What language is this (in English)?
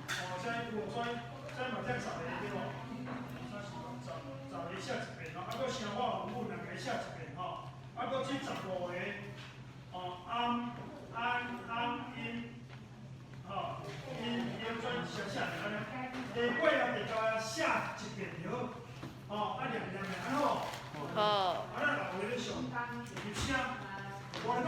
Min Nan Chinese